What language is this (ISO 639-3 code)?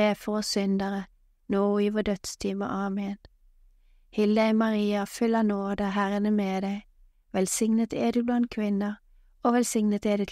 nor